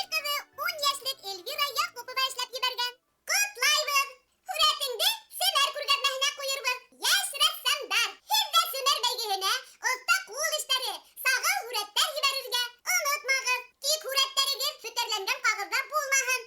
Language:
Bashkir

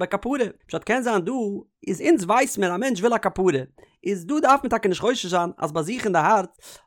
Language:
Yiddish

